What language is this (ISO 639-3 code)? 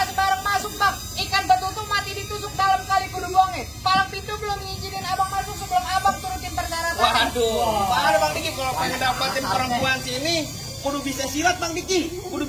bew